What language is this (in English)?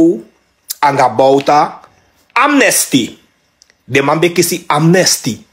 Sranan Tongo